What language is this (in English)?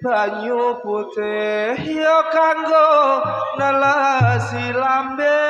Javanese